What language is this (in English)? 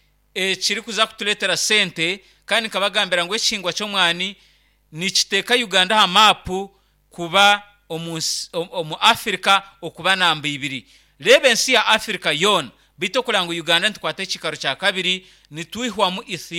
Nyankole